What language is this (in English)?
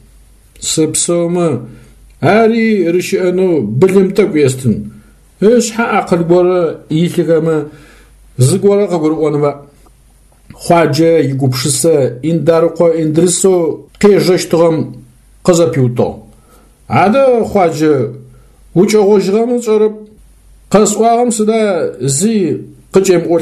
Adyghe